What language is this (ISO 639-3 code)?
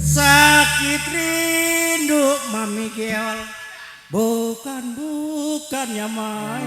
bew